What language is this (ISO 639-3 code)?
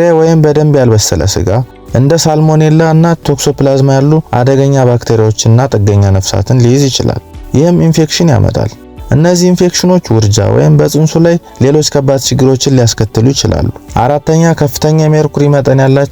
amh